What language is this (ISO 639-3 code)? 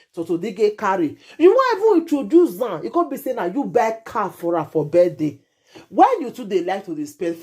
pcm